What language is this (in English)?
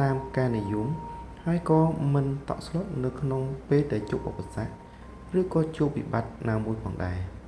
Khmer